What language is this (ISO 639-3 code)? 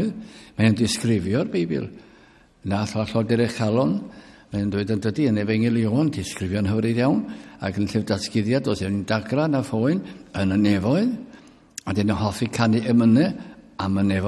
cym